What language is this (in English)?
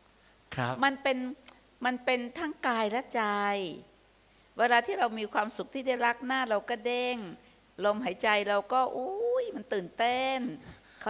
Thai